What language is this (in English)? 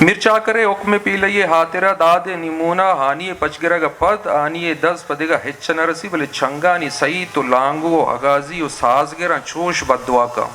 Eastern Balochi